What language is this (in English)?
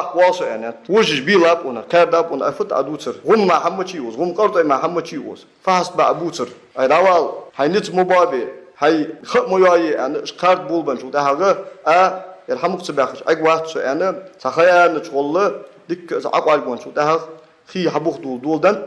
Ingush